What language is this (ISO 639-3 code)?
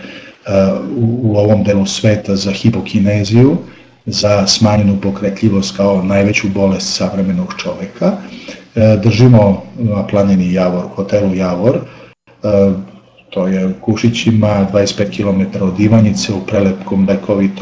srp